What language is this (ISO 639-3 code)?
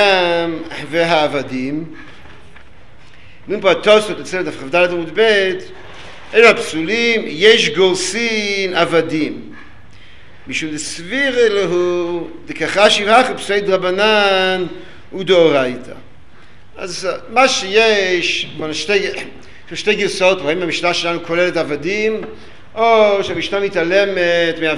heb